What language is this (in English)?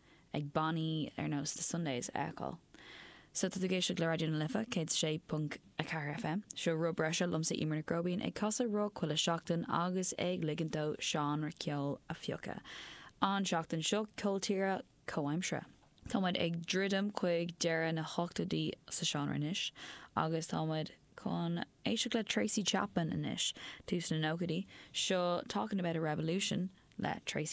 Irish